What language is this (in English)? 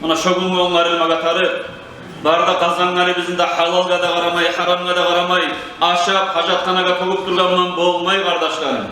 Kumyk